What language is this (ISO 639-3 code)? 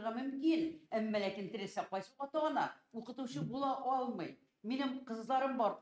tat